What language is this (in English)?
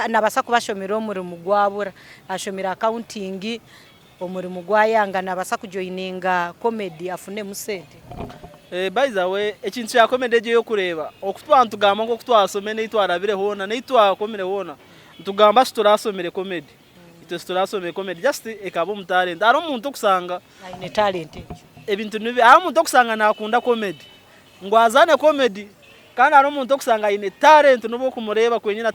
Nyankole